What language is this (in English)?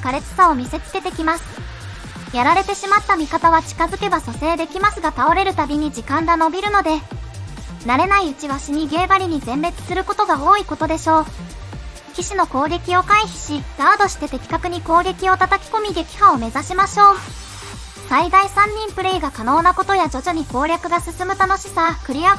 Japanese